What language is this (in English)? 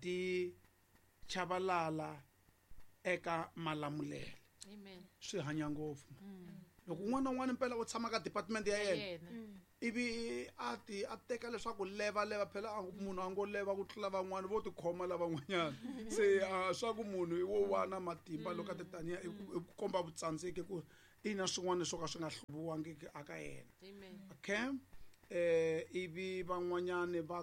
Tsonga